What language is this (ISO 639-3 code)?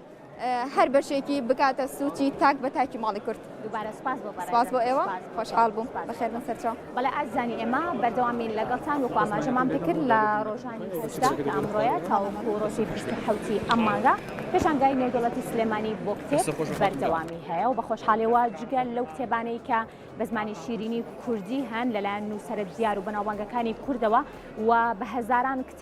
ckb